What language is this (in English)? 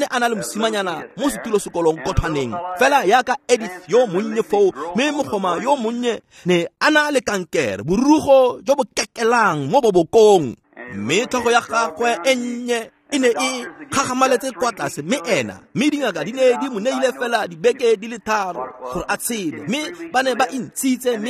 Tswana